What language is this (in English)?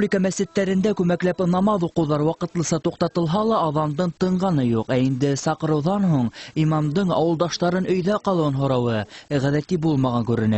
Bashkir